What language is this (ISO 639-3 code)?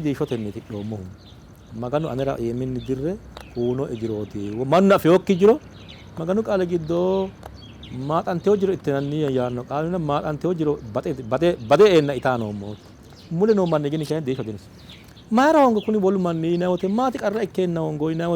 sid